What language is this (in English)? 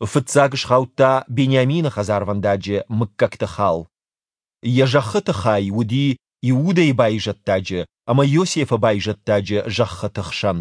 Ossetic